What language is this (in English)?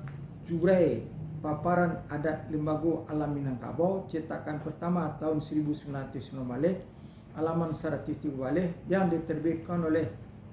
Minangkabau